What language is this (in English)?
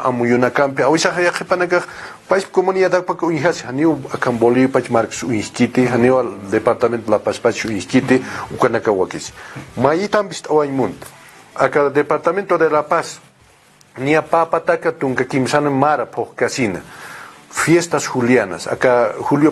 Aymara